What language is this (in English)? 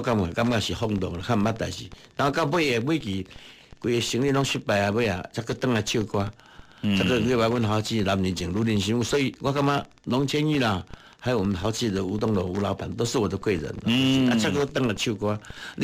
Min Nan Chinese